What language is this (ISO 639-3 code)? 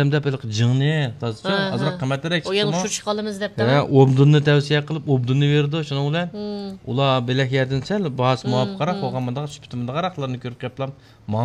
uig